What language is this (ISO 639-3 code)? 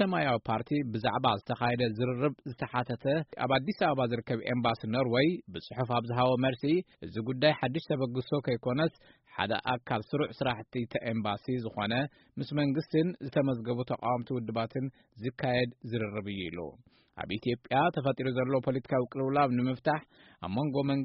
tir